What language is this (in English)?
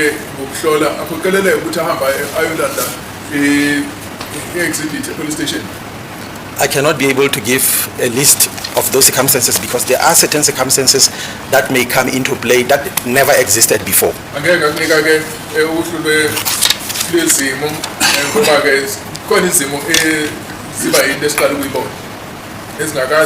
Zulu